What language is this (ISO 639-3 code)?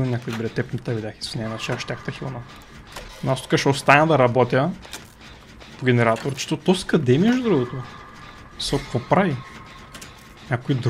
bul